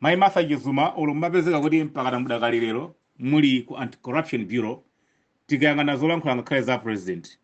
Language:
Nyanja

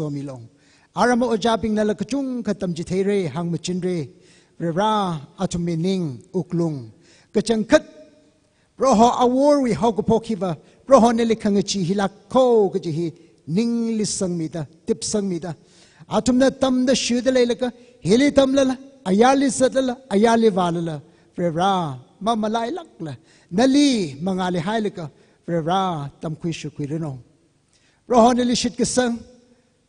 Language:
Tangkhul Naga (India)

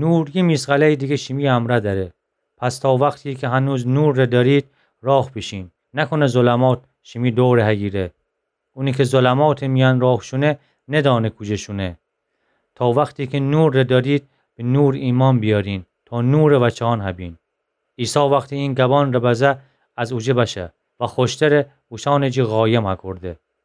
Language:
Gilaki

